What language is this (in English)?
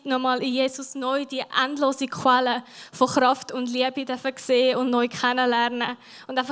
Swiss German